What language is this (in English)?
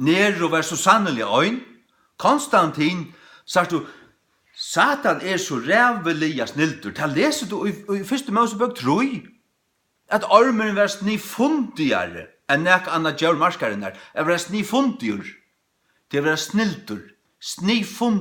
Faroese